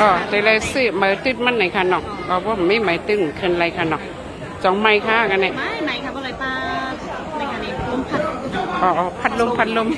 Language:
Shan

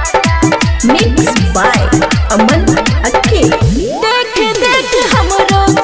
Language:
Bhojpuri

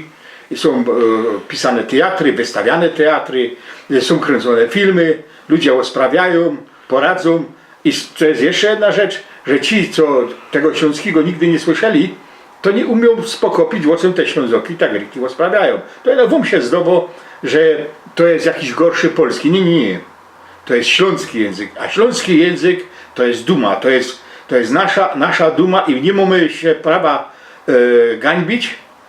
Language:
Silesian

